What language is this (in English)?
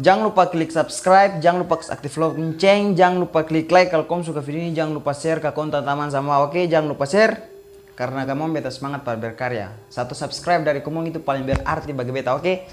Ambonese Malay